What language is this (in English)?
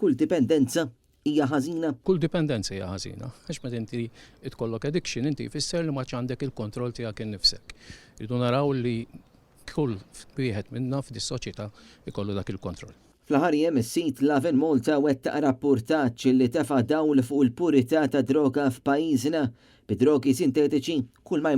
Maltese